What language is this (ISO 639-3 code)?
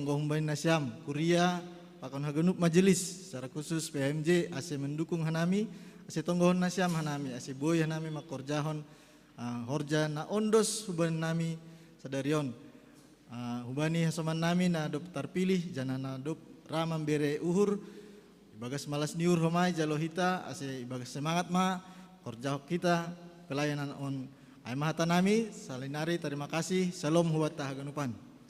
bts